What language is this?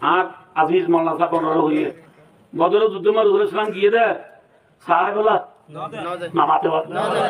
Rohingya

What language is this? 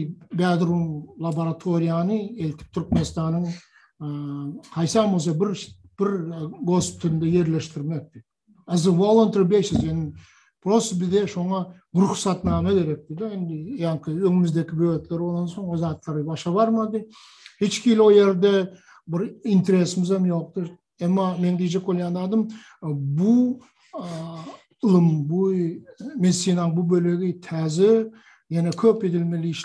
Turkmen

